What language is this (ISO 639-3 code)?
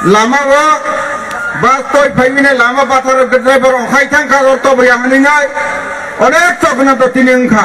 trp